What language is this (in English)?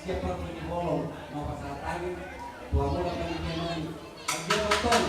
Batak Toba